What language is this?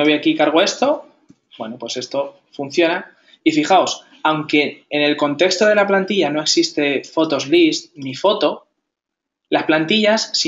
Spanish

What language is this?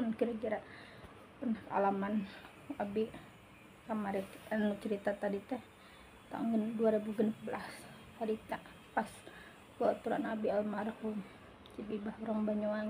Sundanese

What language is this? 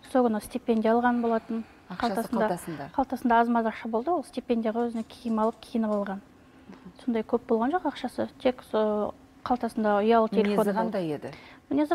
Kazakh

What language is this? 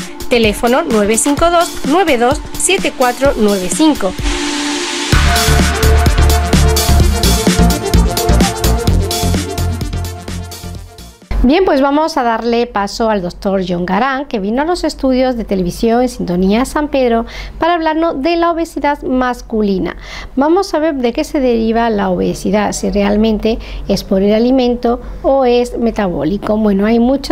Spanish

